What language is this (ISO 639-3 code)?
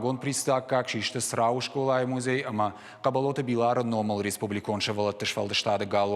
oss